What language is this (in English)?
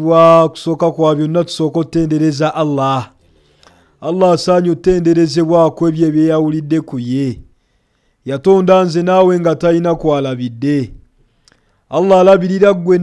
Ganda